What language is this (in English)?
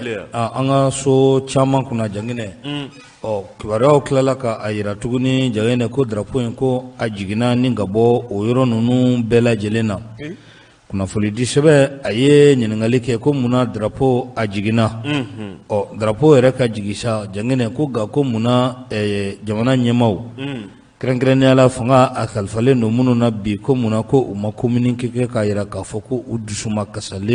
Bambara